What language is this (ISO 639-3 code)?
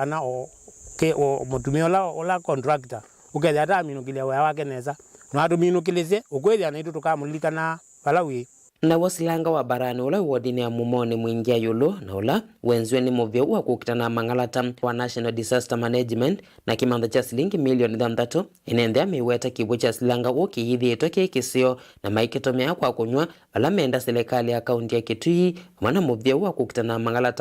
kam